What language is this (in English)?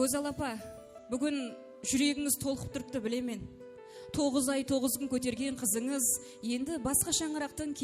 Kara-Kalpak